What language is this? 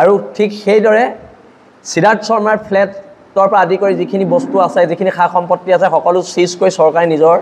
Assamese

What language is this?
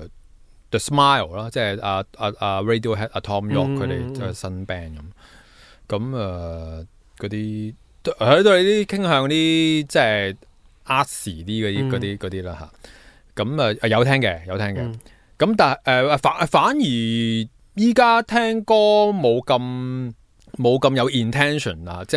Cantonese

